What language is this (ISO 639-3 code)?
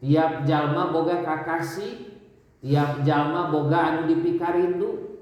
sun